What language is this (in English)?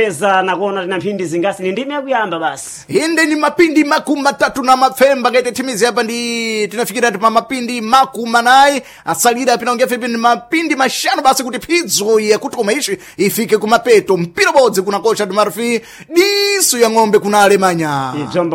Sena